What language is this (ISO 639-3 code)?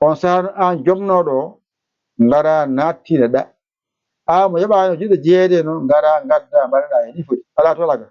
ful